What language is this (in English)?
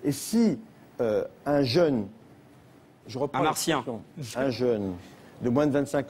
French